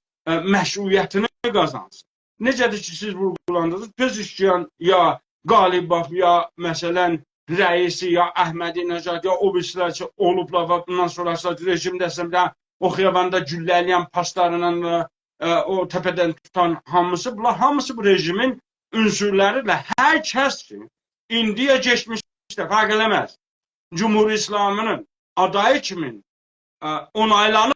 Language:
South Azerbaijani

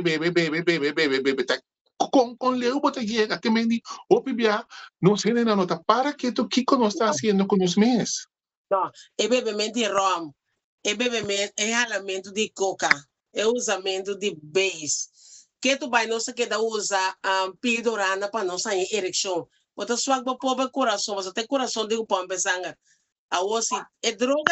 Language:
Papiamento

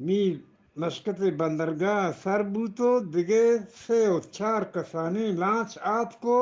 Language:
Eastern Balochi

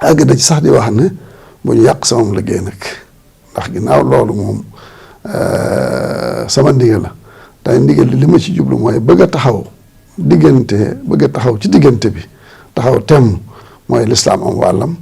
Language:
Wolof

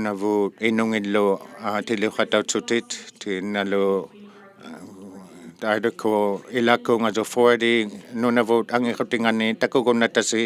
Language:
Inuktitut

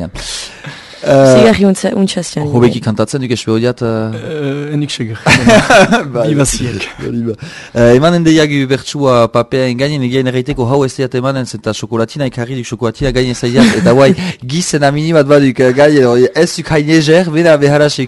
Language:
Basque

